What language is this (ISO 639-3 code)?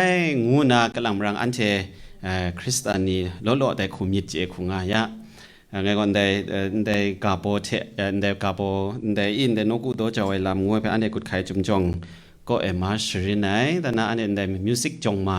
kac